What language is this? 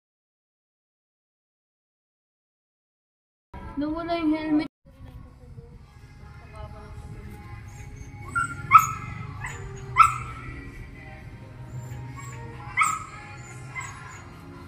Filipino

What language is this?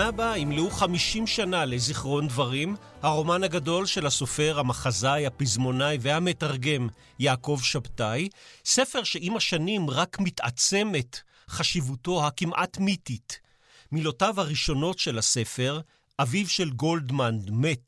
Hebrew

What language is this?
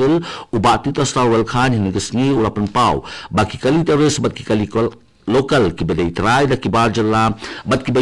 Khasi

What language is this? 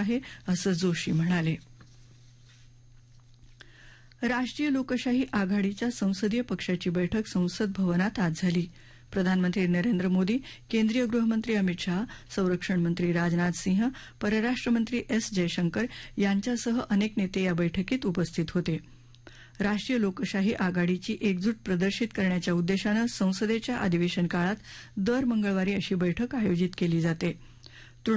Marathi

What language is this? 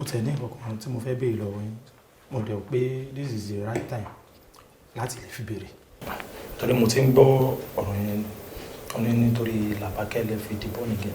Yoruba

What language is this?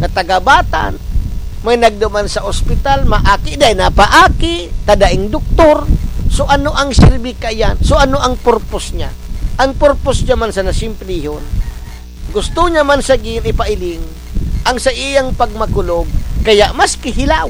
Bikol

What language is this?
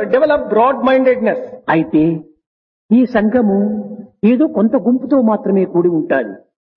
Telugu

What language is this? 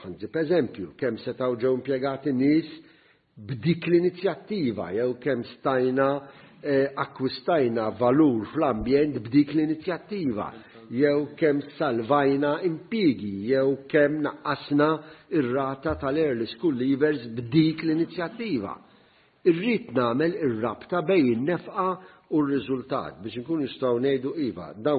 Maltese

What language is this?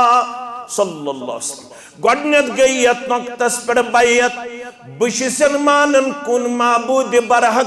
Kashmiri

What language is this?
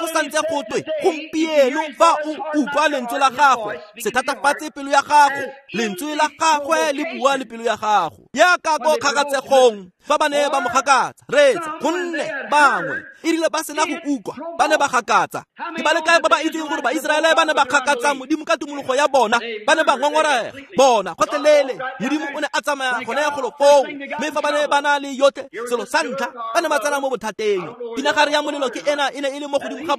Tswana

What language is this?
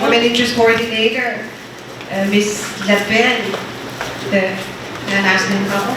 Pohnpeian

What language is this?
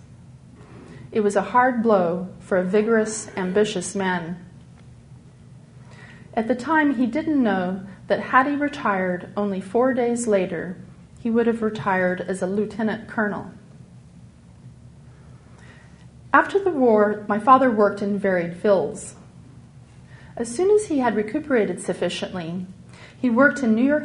English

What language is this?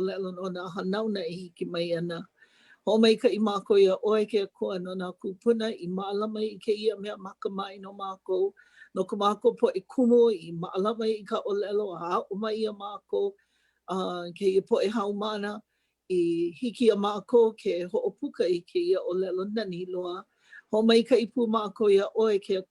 Hawaiian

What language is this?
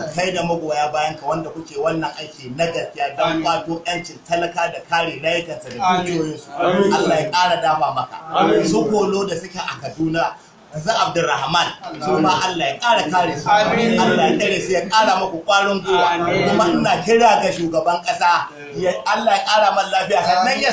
Hausa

